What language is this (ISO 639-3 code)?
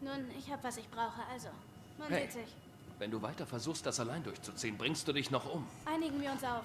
gsw